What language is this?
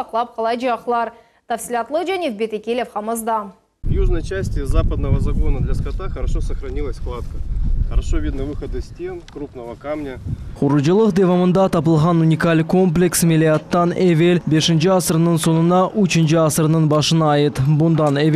Crimean Tatar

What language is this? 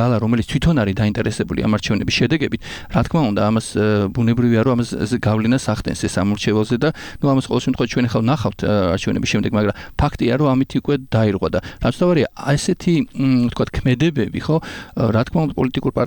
Georgian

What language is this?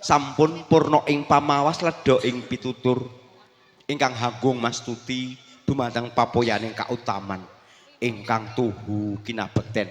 Javanese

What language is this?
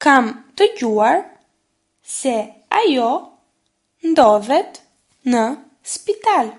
Albanian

